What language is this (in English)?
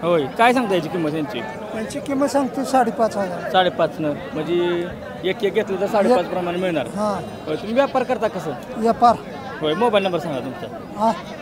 Marathi